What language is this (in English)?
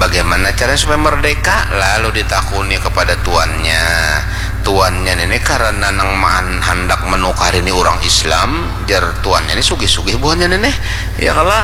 Banjar